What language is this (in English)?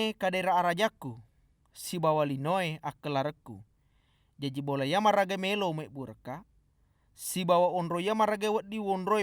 Buginese